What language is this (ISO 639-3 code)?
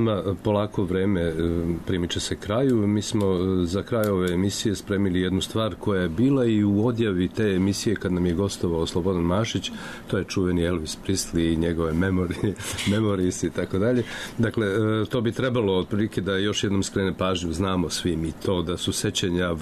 srp